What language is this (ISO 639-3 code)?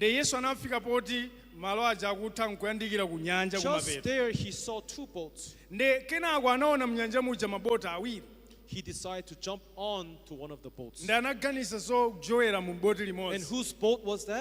nya